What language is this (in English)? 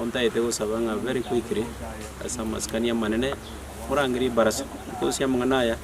Gusii